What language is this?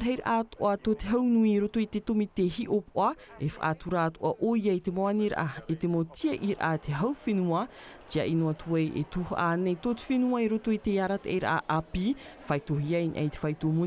Tahitian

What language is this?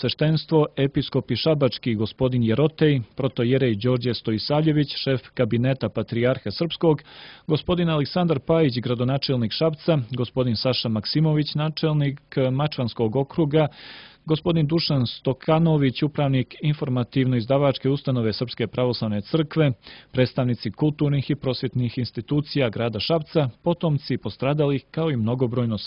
Serbian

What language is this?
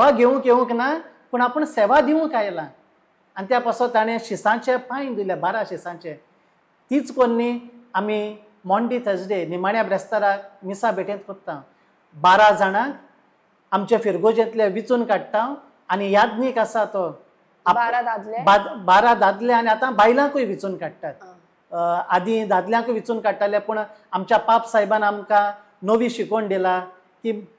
Konkani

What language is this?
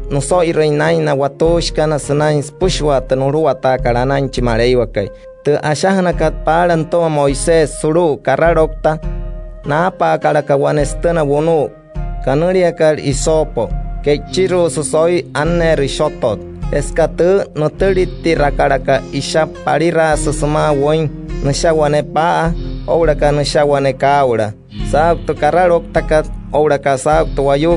Wayuu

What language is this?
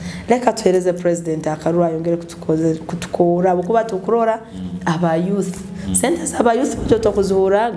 Nyoro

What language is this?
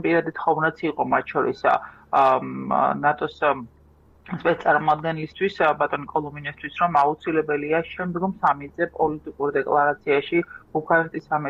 Georgian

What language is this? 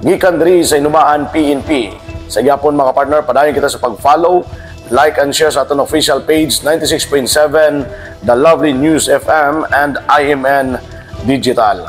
Hiligaynon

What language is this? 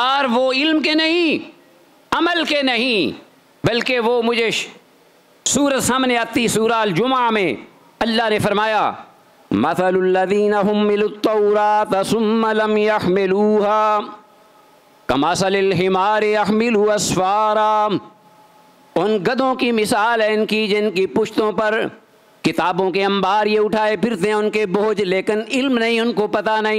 Urdu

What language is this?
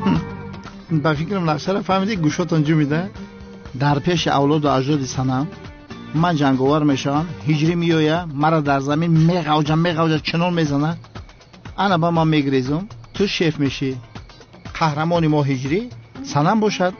Tajik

